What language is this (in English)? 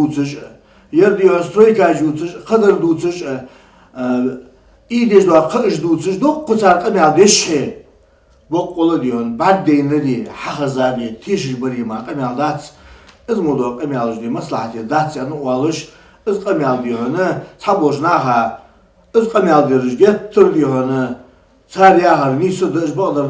Ingush